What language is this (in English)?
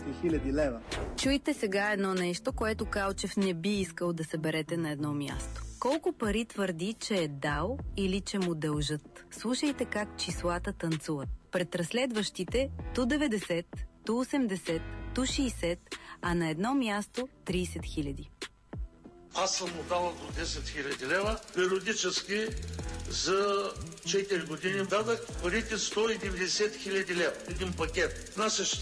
Bulgarian